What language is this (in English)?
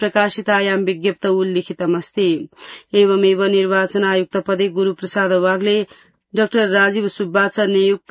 Sanskrit